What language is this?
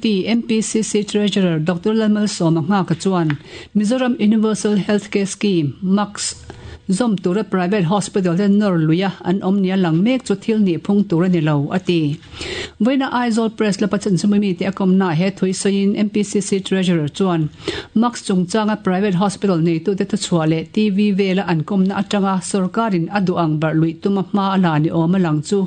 Mizo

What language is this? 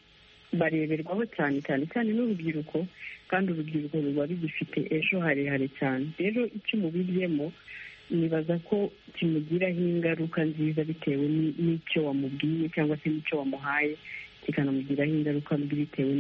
Kinyarwanda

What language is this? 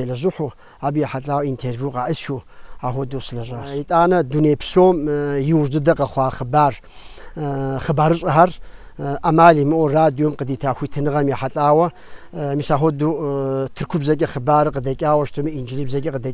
Kabardian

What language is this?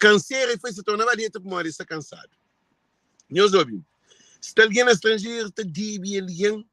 Kabuverdianu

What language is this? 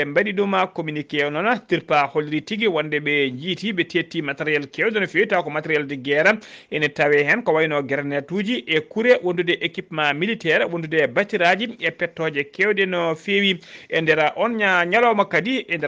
Fula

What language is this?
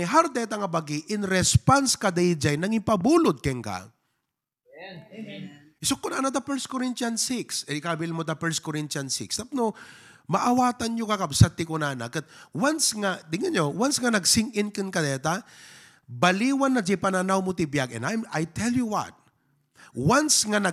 Iloko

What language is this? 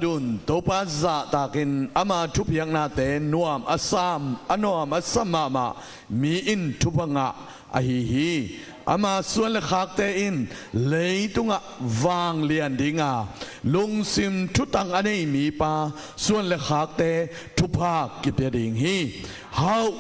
Tedim Chin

